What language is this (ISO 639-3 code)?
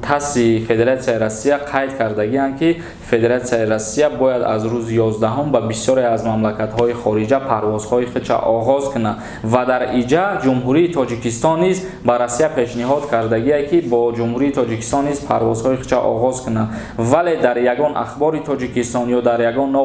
tgk